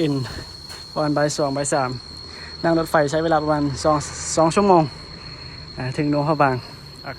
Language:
Northeastern Thai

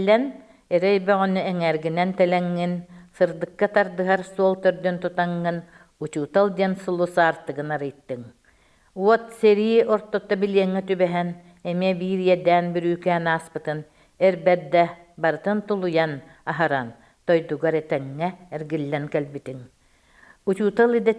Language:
Yakut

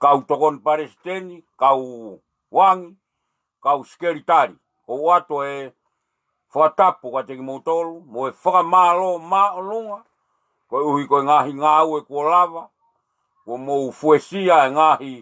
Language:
Tongan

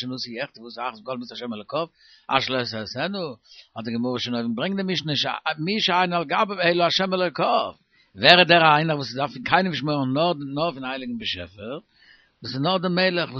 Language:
Yiddish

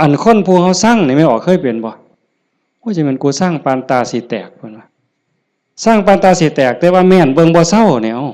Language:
Northeastern Thai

